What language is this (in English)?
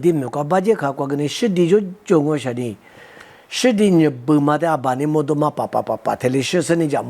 Lisu